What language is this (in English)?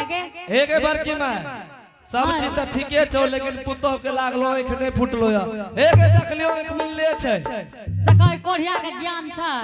Angika